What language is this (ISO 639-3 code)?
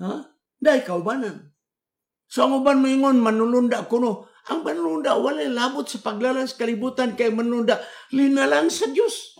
ceb